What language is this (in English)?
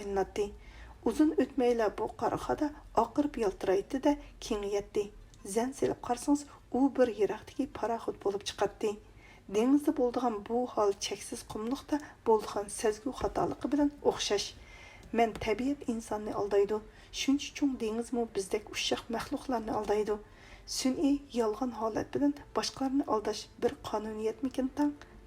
Uyghur